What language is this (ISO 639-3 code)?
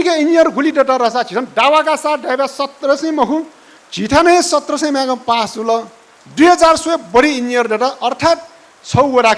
new